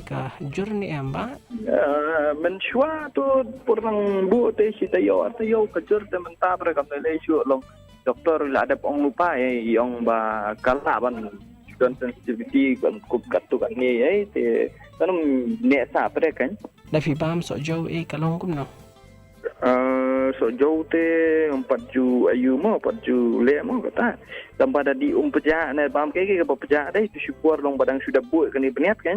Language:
Khasi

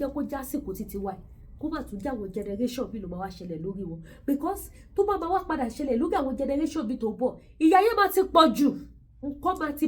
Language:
Yoruba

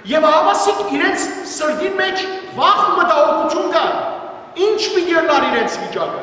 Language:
Western Armenian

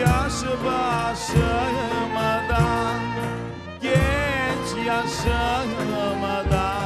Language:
Crimean Tatar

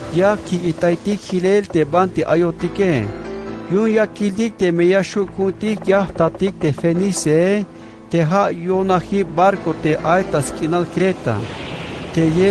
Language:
Tzeltal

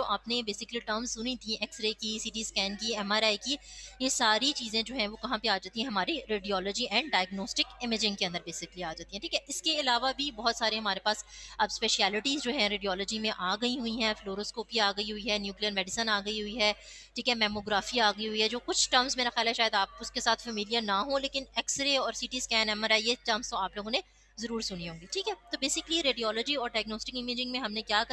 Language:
Hindi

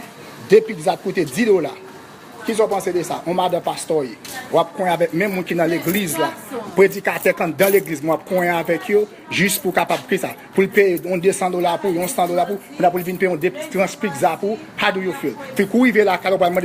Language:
Haitian Creole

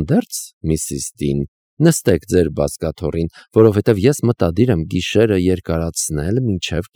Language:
Armenian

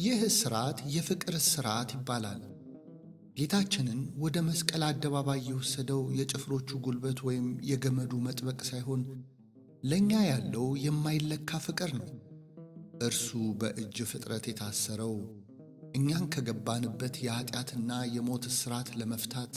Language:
Amharic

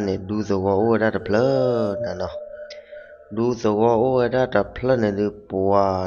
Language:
S'gaw Karen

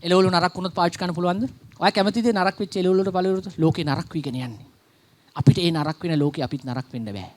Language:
Sinhala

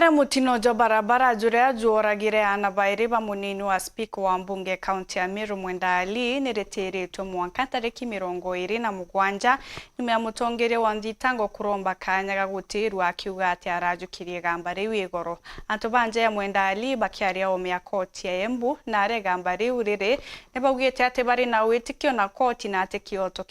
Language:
Meru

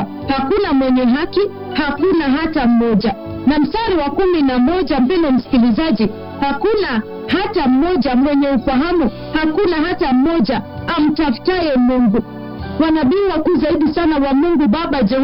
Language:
Swahili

